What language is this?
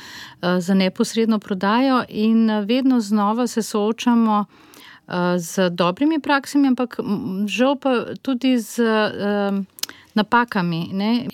Slovenian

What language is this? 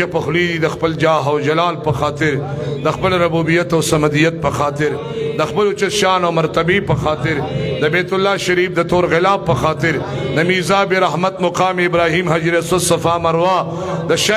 Pashto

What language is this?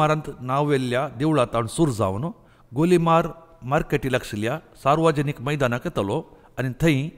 Konkani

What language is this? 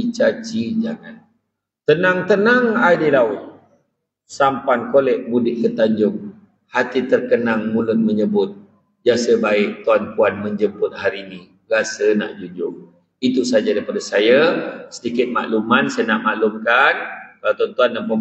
Malay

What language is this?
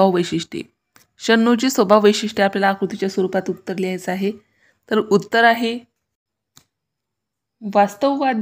Marathi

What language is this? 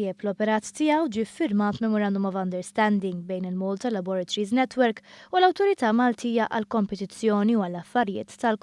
Maltese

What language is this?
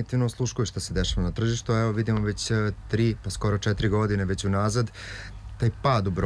Serbian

